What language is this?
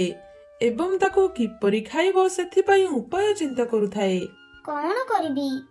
Odia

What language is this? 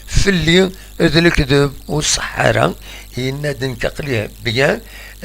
Kabyle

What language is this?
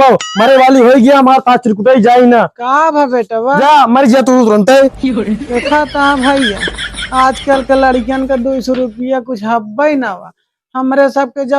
Awadhi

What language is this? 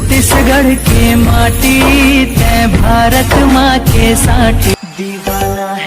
Chhattisgarhi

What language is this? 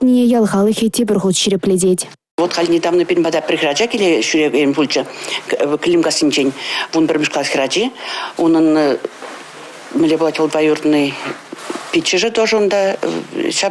Chuvash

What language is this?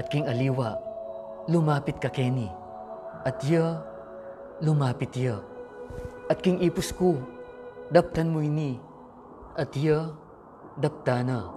Pampanga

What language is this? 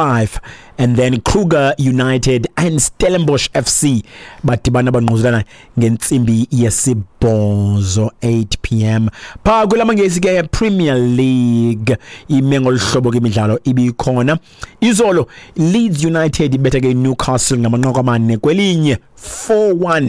Xhosa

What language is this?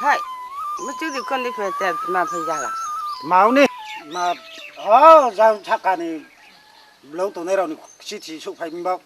Riang (India)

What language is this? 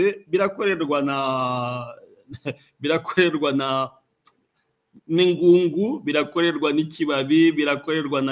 Kinyarwanda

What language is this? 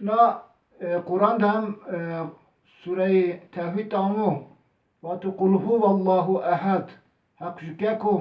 Zaza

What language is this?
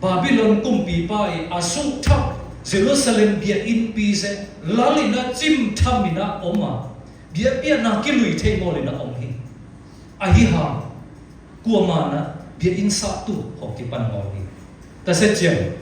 Siyin Chin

